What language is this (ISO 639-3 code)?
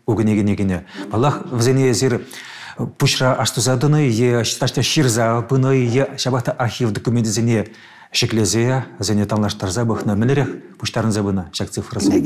chv